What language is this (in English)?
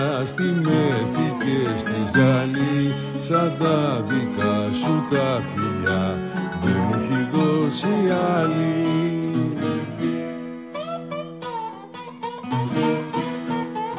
Greek